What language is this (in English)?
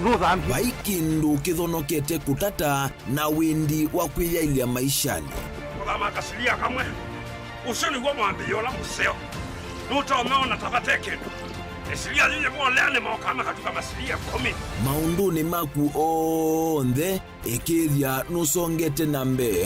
Kamba